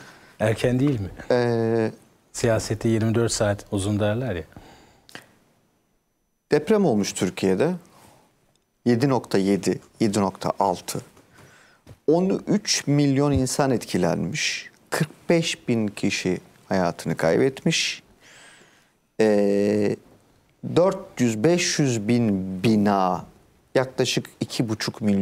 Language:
Turkish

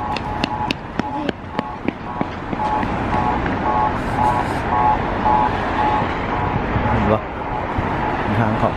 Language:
Lao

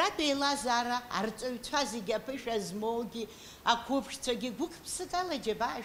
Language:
Abkhazian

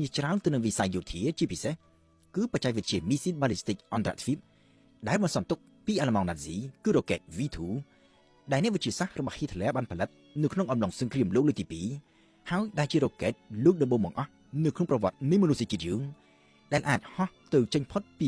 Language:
Khmer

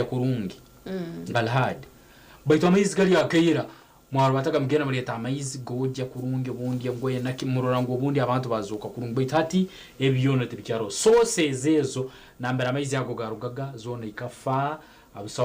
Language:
Nyankole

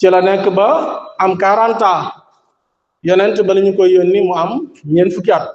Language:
Wolof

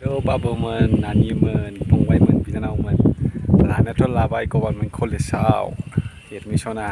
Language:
Bodo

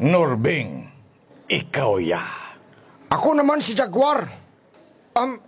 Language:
Hiligaynon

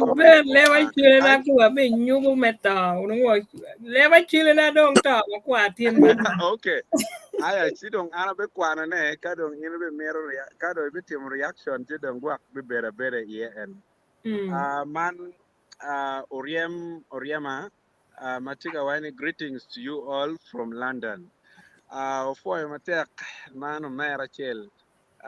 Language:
Acoli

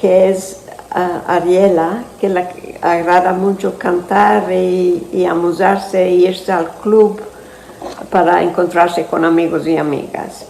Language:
Ladino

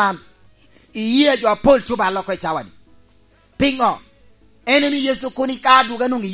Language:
Lango (Uganda)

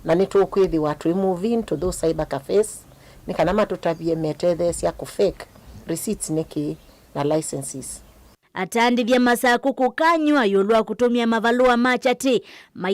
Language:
Kamba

